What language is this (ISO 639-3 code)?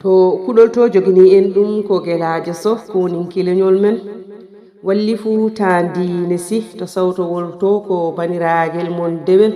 ful